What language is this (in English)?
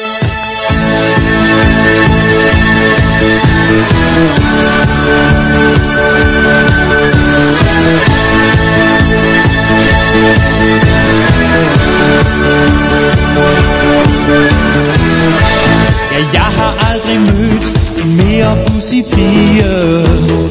Danish